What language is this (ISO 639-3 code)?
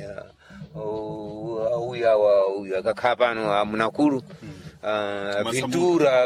seh